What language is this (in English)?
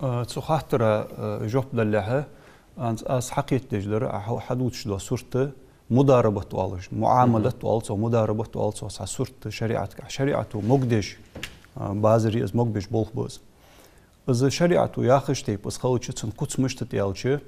Ingush